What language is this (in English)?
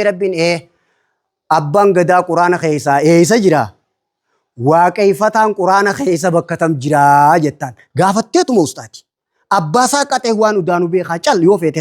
Oromo